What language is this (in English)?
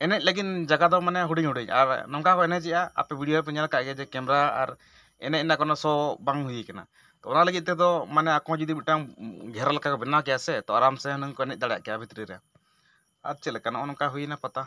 Santali